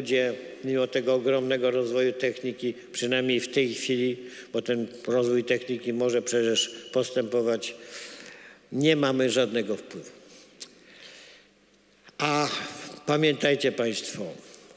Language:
Polish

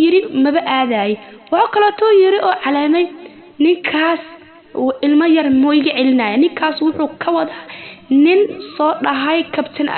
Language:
Somali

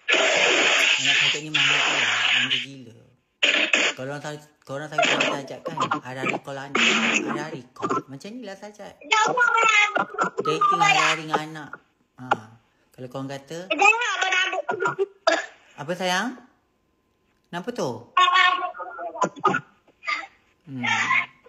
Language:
Malay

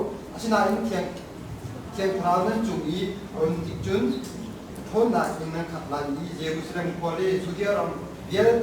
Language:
Hakha Chin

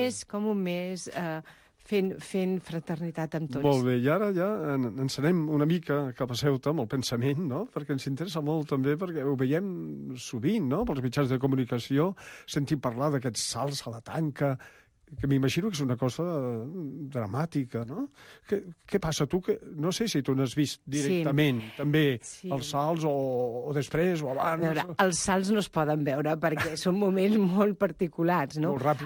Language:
Catalan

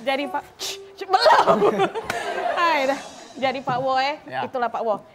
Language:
Musi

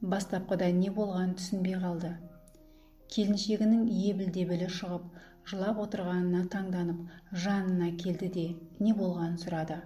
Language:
Kazakh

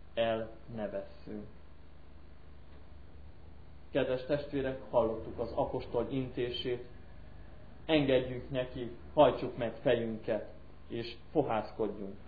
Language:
Hungarian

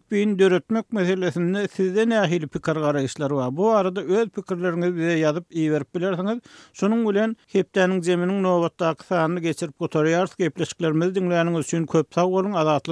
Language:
Turkmen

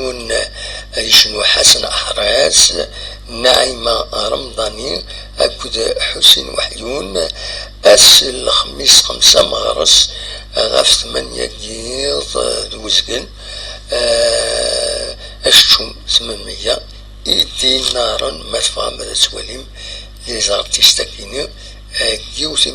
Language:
Kabyle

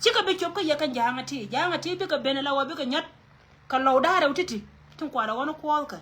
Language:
Nuer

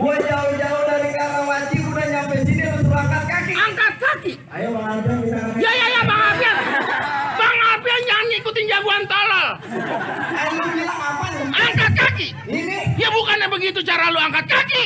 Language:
Betawi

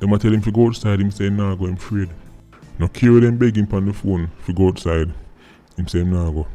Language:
Jamaican Creole English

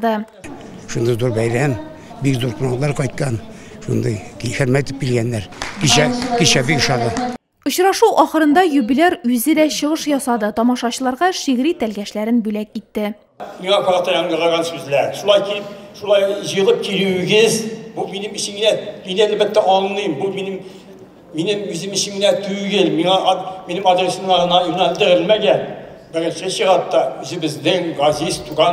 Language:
Tatar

